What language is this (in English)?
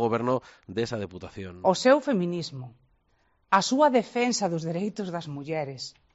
Galician